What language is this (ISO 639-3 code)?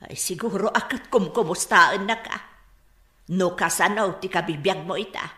ilo